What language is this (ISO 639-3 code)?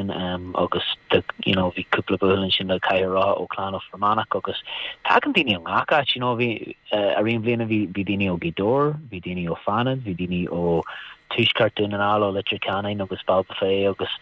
gle